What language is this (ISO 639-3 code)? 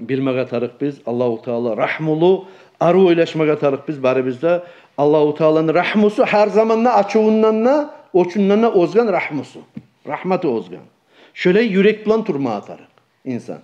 kum